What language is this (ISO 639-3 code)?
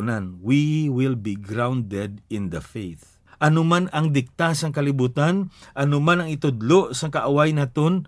hil